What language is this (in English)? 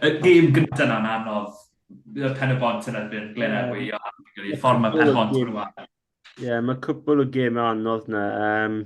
Welsh